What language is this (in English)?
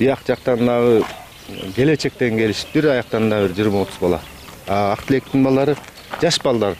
Kyrgyz